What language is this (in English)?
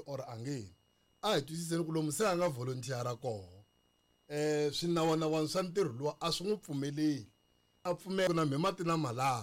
Tsonga